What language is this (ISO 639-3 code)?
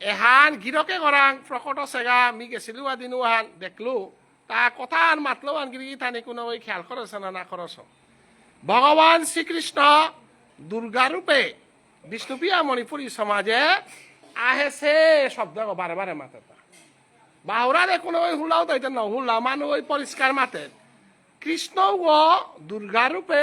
bpy